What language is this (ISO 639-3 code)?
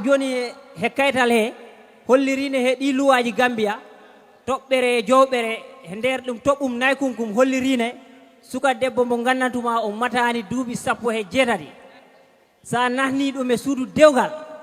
ful